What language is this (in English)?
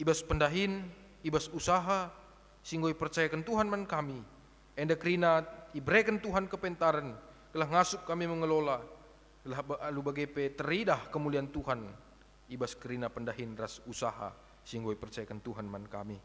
Batak Karo